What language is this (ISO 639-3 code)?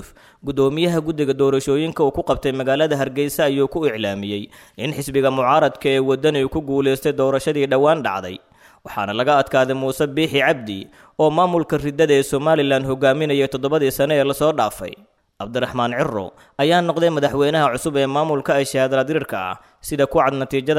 som